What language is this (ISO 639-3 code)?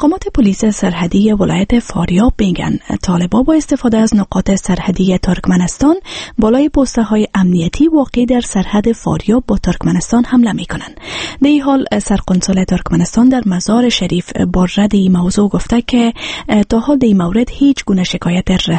fas